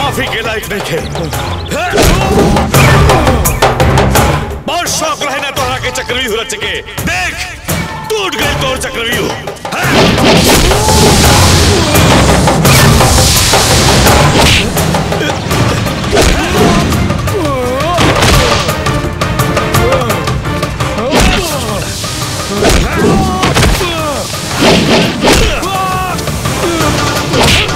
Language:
Bhojpuri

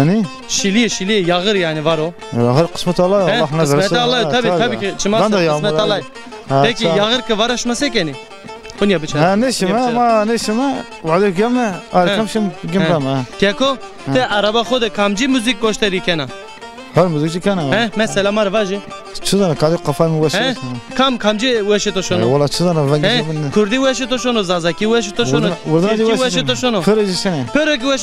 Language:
Zaza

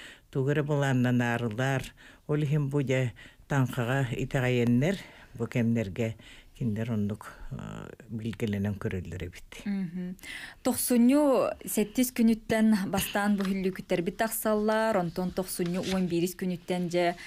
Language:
Yakut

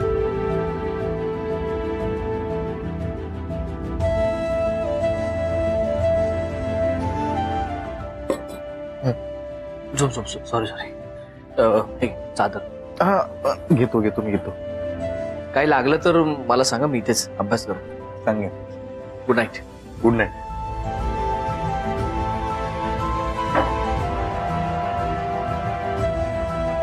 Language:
Marathi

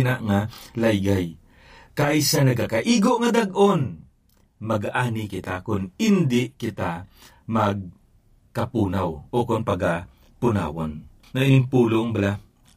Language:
Hiligaynon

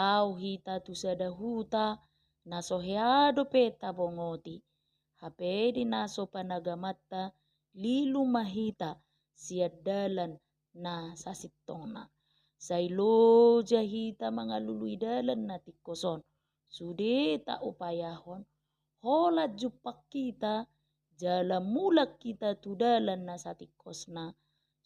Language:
Batak Toba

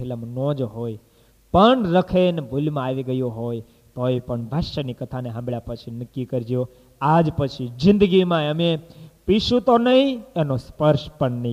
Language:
Gujarati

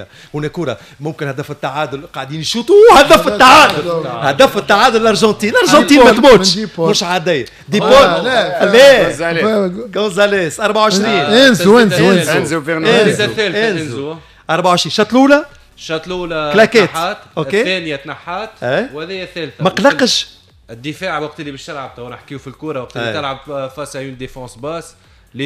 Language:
Tunisian Arabic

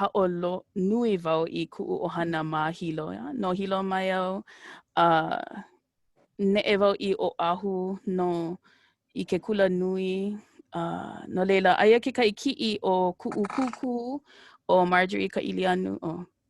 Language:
Hawaiian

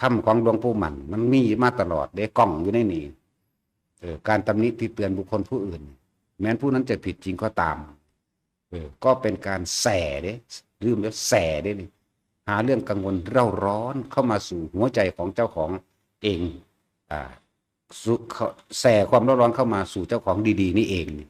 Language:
Northeastern Thai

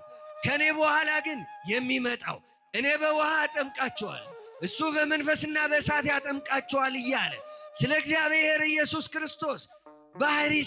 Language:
Amharic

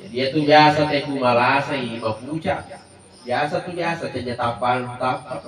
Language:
Buginese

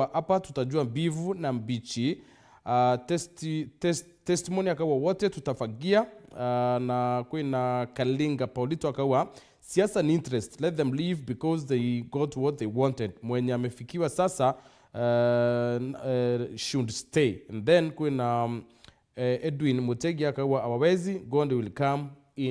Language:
Meru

